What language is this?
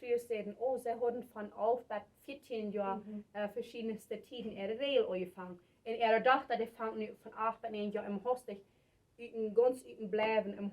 Plautdietsch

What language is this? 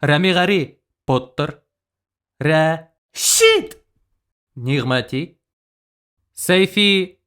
Bashkir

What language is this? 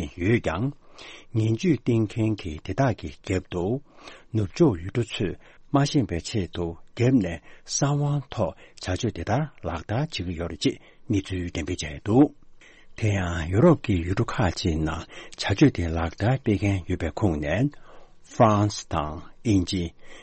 Tibetan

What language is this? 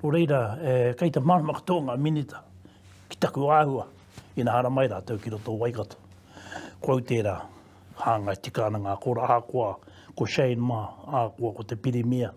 Māori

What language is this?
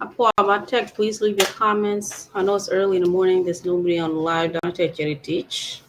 Acoli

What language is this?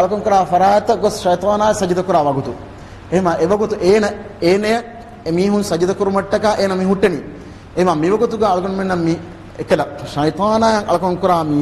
Divehi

